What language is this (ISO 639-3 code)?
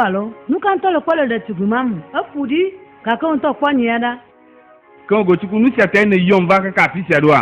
ewe